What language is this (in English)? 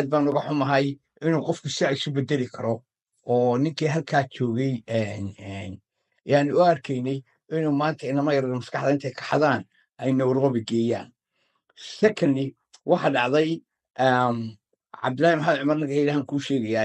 Somali